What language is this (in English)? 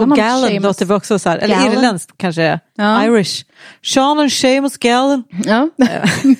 Swedish